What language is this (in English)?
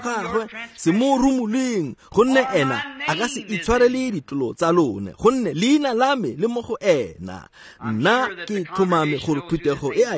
Tswana